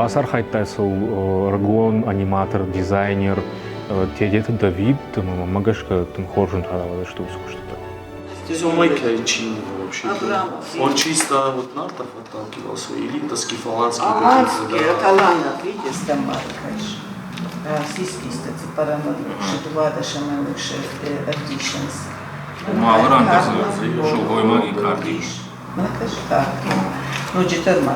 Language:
Ossetic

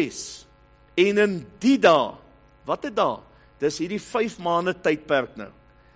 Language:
Afrikaans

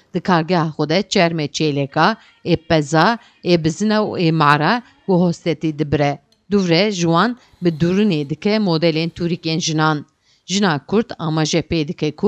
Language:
Kurdish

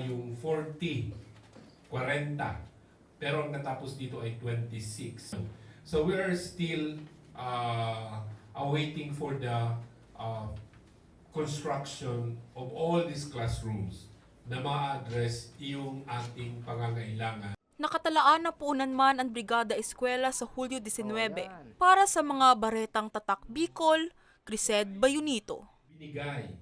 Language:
Bikol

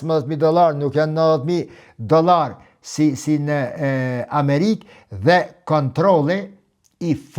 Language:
Albanian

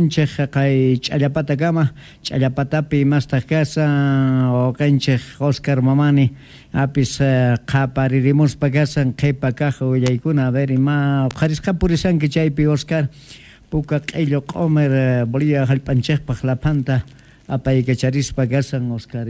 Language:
South Bolivian Quechua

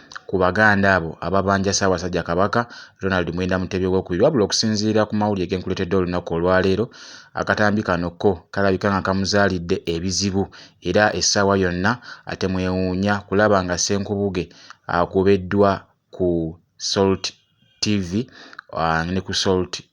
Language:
Ganda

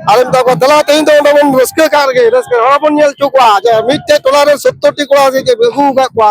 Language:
Santali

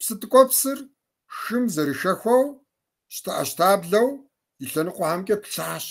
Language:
Kabardian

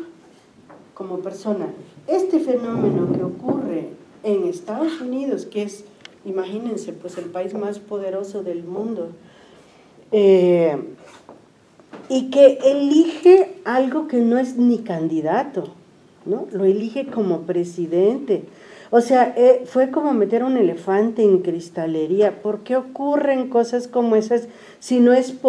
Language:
Spanish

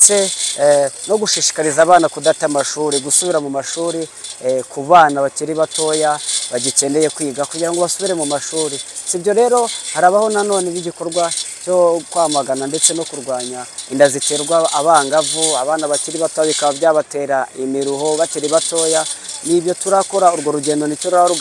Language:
Kinyarwanda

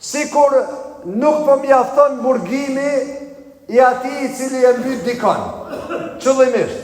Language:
Albanian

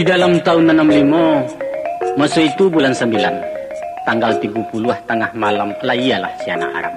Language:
Minangkabau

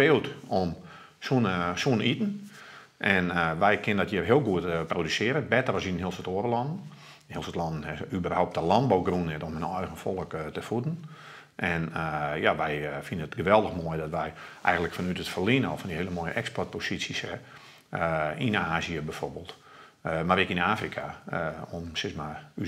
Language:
Western Frisian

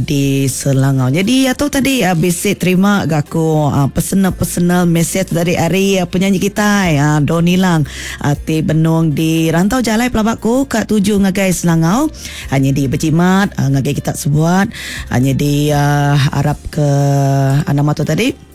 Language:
Iban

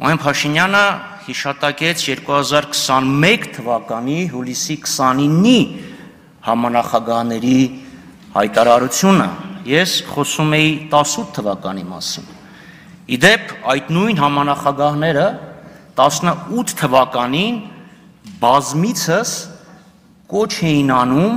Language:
Armenian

